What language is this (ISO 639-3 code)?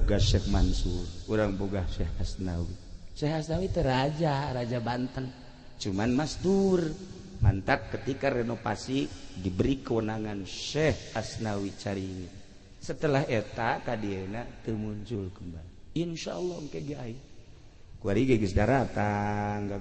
sun